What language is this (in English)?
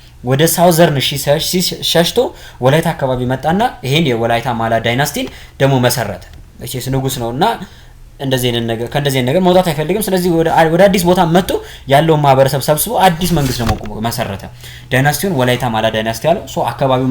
Amharic